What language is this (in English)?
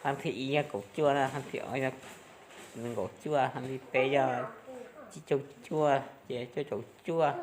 Hmong